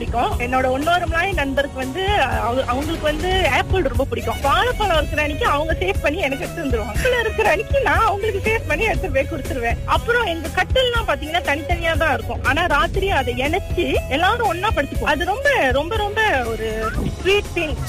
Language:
Tamil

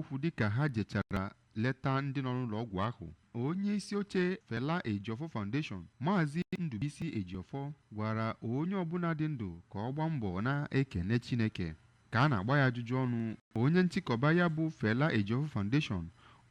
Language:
Igbo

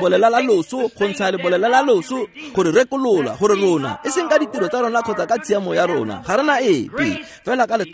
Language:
Tswana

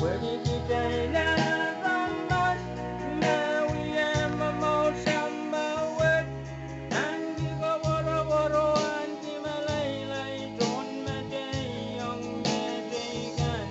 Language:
Pohnpeian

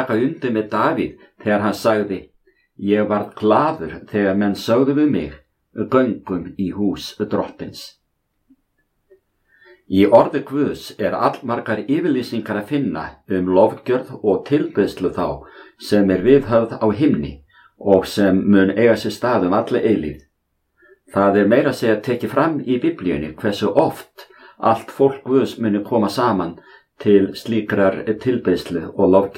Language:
Icelandic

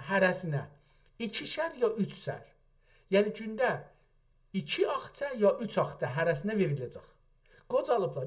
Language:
South Azerbaijani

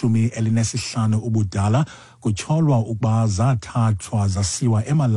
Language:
Xhosa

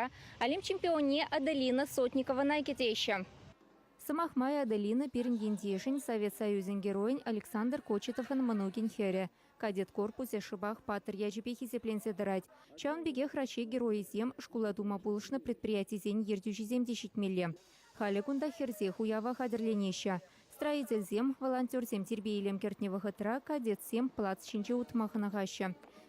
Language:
Chuvash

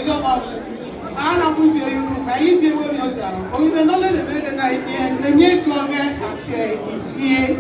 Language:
Bini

